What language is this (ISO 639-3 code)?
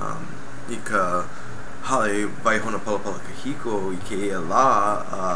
haw